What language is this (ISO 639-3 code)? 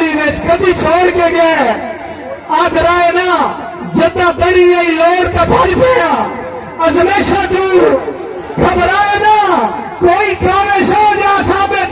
skr